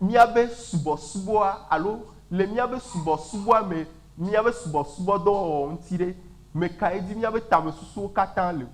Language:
Ewe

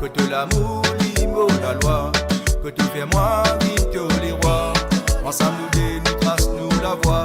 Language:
Morisyen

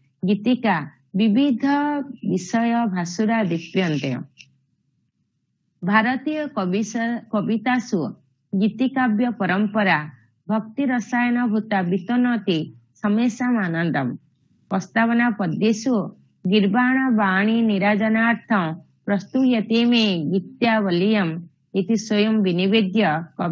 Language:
Sanskrit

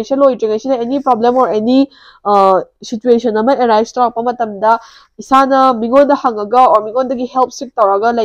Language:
Manipuri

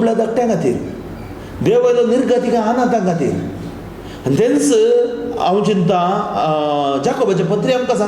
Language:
Konkani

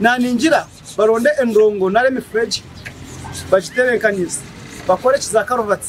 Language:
Nyankole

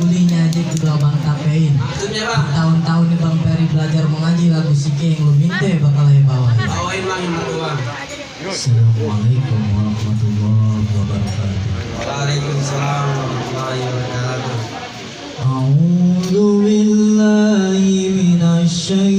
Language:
Betawi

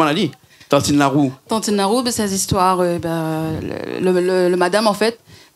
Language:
Réunion Creole French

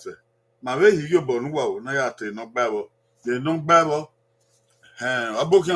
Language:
Bini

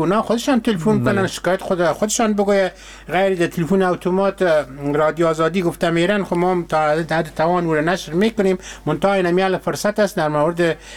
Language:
Persian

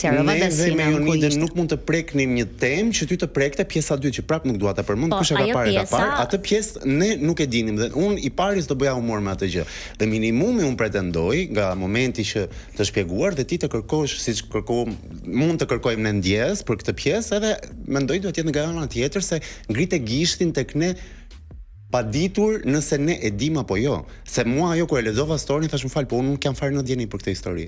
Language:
Albanian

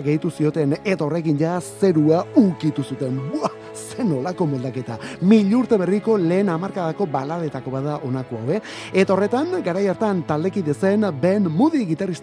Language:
Basque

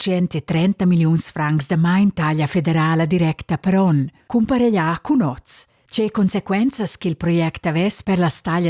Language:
Romansh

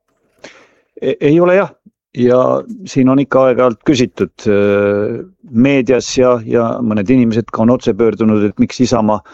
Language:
Estonian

